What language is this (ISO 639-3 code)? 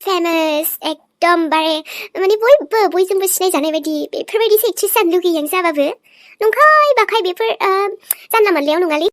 brx